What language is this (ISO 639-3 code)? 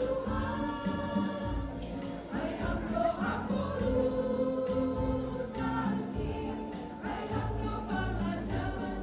bts